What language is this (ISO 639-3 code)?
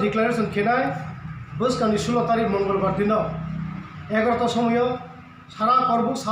ria